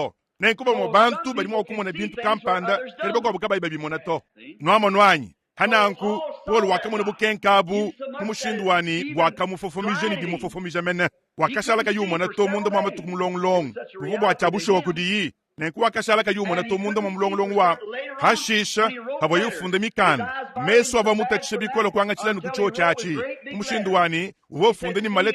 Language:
Luba-Lulua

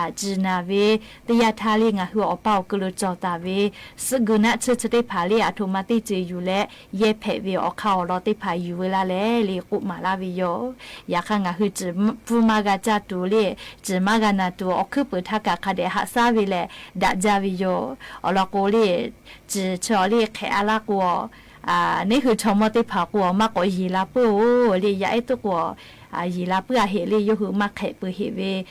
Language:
Lahu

